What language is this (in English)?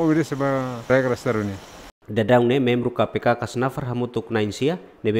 Tetum